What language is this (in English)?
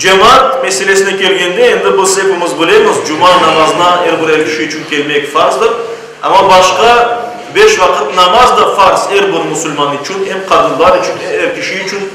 Crimean Tatar